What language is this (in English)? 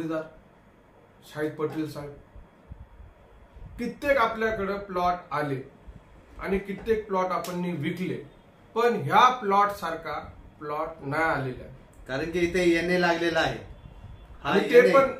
Marathi